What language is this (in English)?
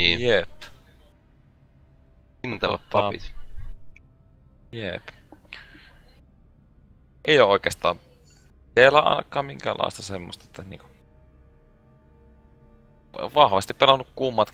Finnish